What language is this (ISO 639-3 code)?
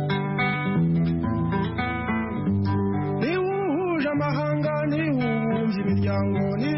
kin